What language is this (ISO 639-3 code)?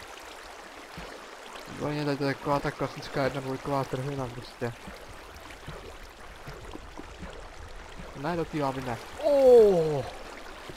ces